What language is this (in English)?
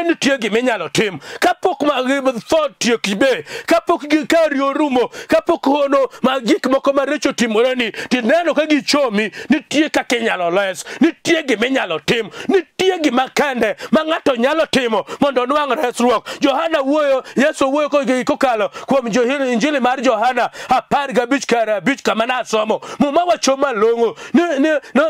Luo (Kenya and Tanzania)